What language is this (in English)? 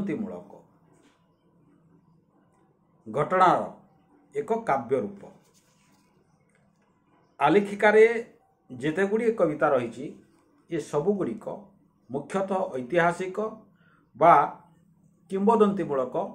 Odia